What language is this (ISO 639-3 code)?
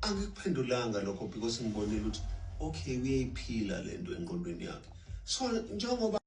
zul